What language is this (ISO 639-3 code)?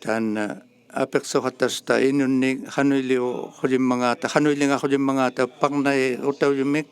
iku